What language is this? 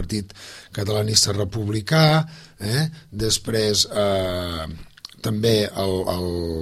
Catalan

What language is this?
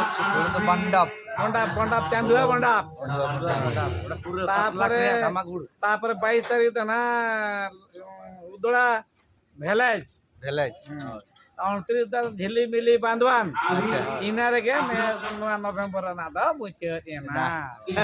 Santali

